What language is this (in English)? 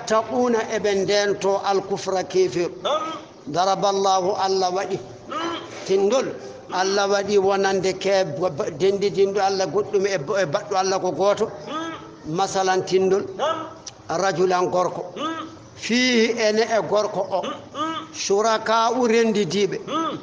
Fula